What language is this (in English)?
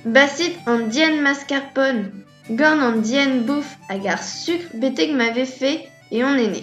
Breton